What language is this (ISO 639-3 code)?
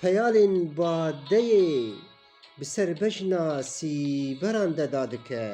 kur